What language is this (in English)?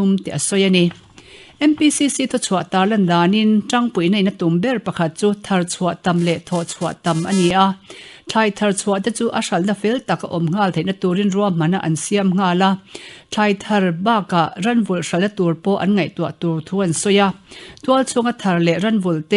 Mizo